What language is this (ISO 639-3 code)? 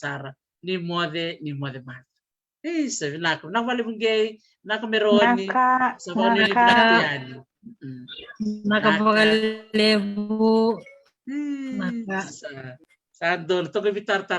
fij